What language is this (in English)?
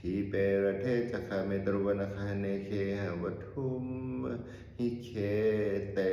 Pali